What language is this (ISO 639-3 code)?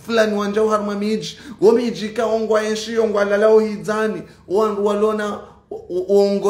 zdj